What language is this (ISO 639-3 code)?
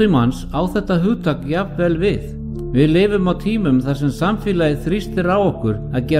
isl